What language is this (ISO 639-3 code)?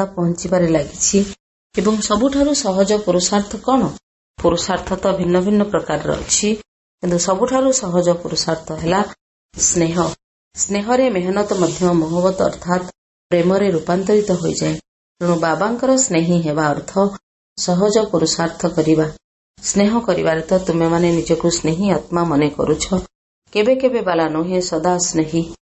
ori